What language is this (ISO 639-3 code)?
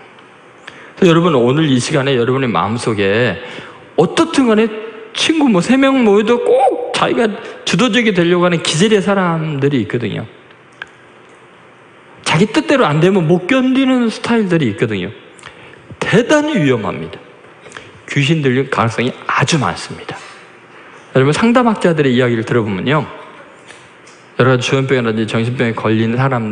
kor